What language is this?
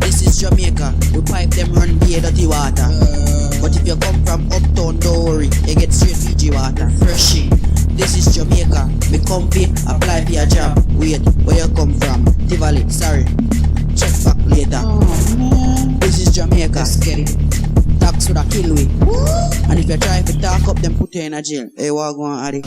Jamaican Creole English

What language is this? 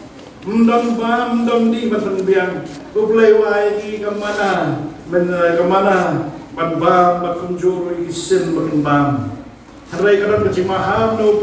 Khasi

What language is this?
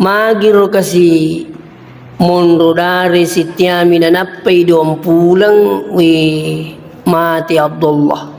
Buginese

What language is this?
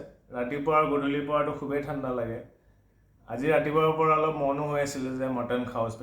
Assamese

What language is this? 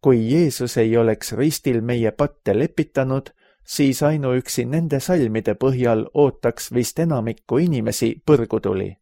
Estonian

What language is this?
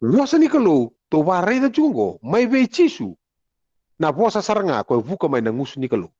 Fijian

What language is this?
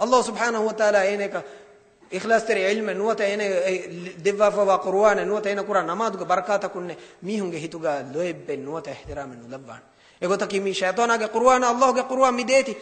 Divehi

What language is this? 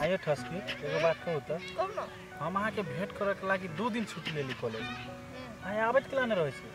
Maithili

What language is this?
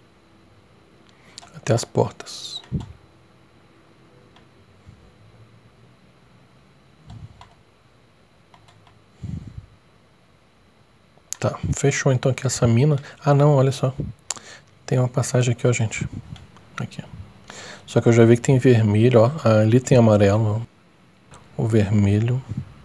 Portuguese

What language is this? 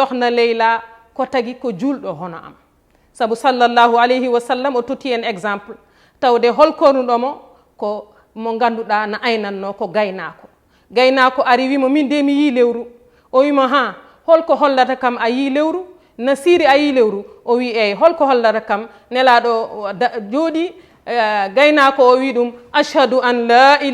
Fula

